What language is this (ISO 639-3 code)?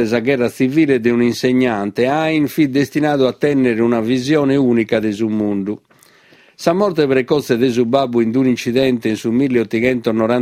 srd